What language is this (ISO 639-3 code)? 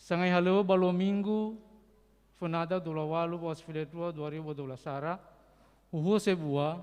nia